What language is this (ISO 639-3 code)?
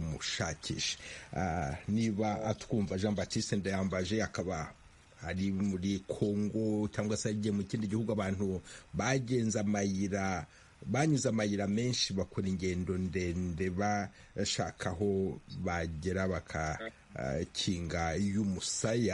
kin